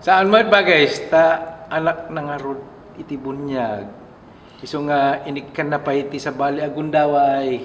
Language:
Iloko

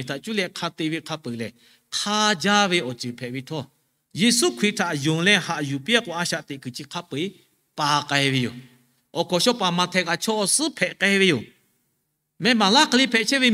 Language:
Lahu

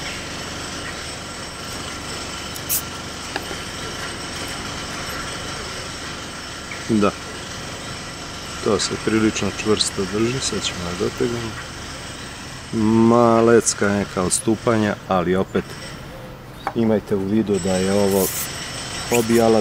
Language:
Serbian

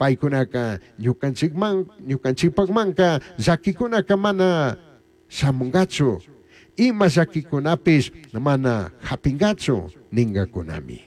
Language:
Chimborazo Highland Quichua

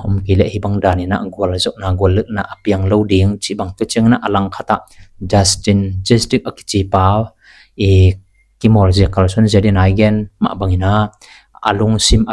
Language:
Tedim Chin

